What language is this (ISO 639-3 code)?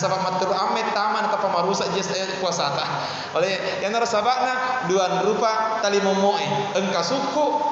bug